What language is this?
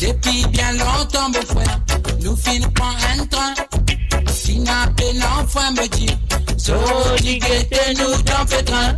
Morisyen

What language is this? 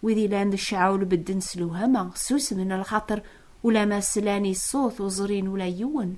Kabyle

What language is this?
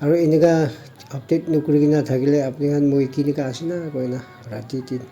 Naga Pidgin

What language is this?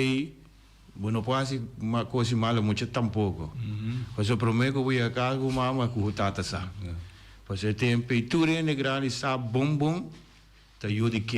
Papiamento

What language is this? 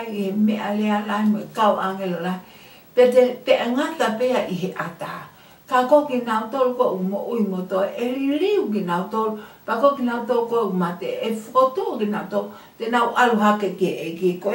Tongan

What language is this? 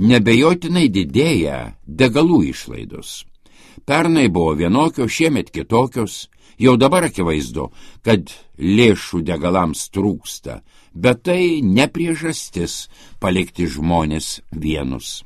Lithuanian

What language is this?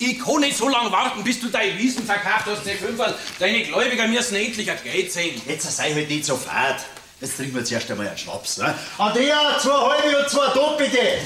Bavarian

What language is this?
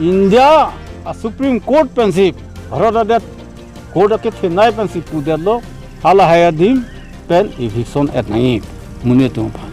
Karbi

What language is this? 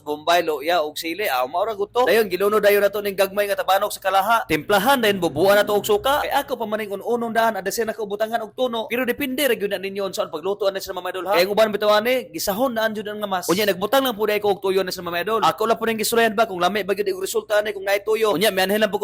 Cebuano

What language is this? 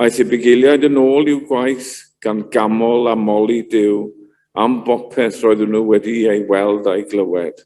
Welsh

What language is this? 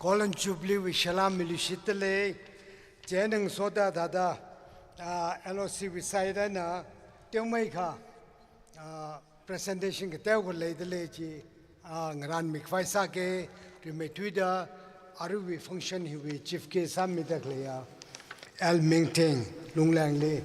Tangkhul Naga (India)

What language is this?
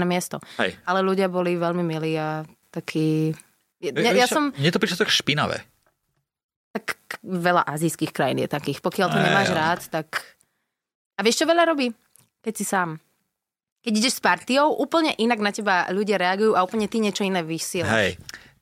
Slovak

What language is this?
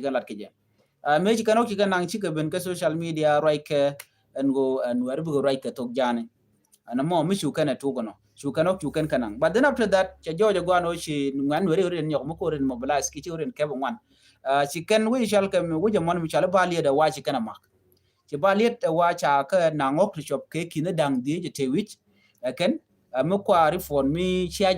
Nuer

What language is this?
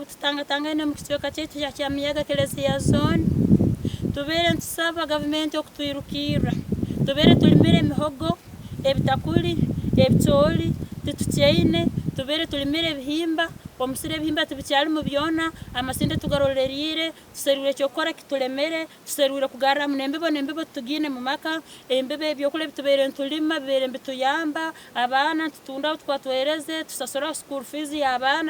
Nyankole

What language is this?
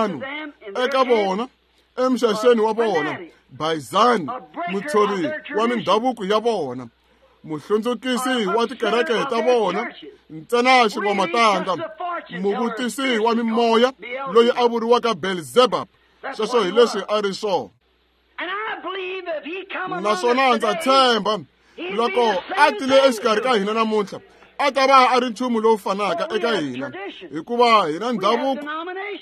Tsonga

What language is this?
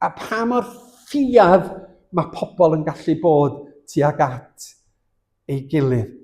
Welsh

